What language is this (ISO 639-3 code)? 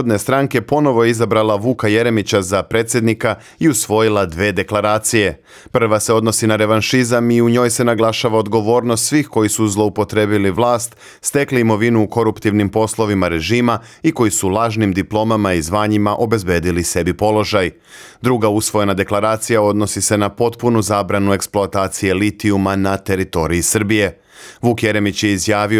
srp